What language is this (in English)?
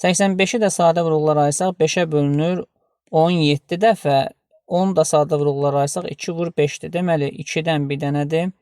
Azerbaijani